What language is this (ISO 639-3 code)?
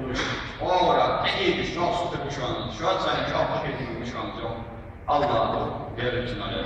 inh